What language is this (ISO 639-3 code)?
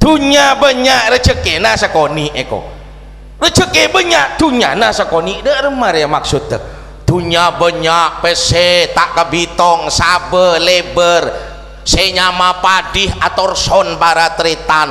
mad